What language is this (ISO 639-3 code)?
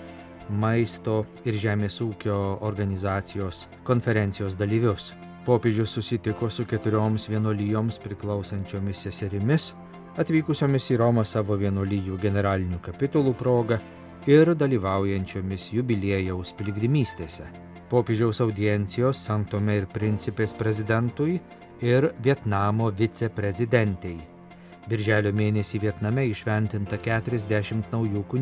lit